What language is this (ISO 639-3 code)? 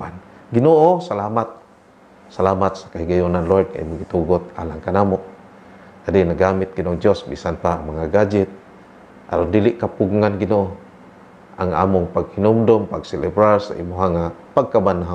ceb